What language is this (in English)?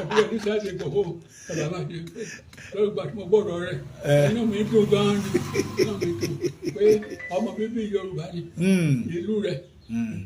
Yoruba